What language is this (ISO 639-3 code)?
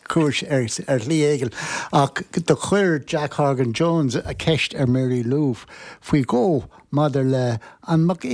gle